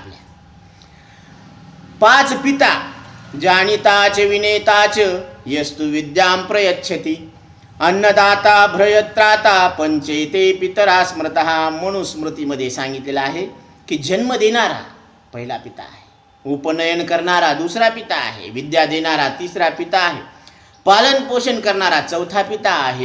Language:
Marathi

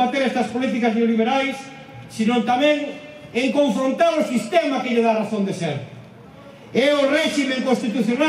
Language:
Galician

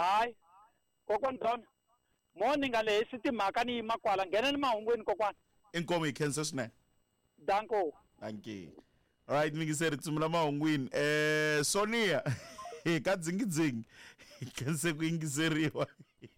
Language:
Tsonga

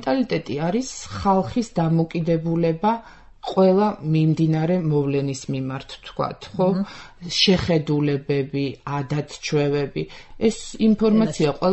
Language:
Georgian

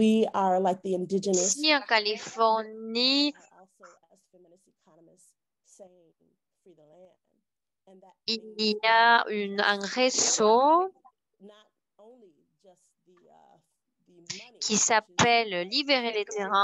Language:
French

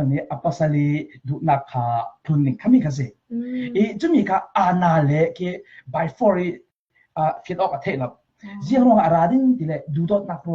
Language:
Falam Chin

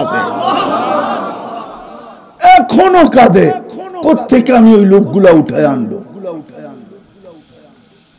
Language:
Bangla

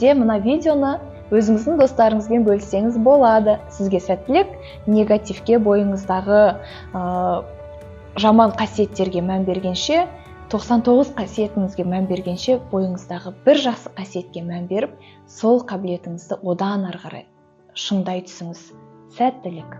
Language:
Kazakh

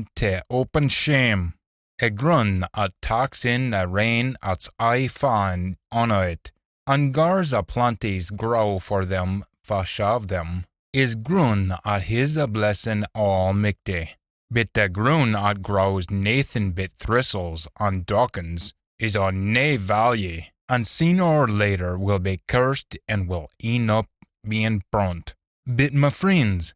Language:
Scots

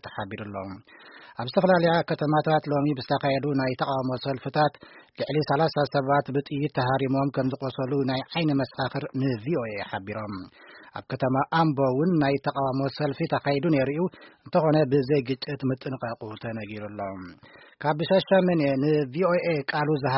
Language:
Tigrinya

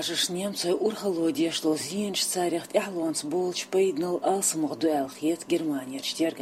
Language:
Chechen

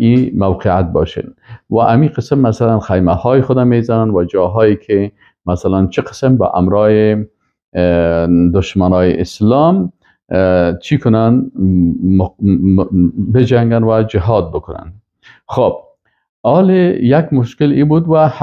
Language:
Persian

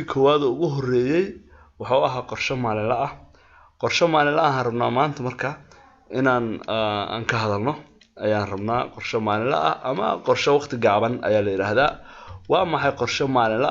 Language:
Somali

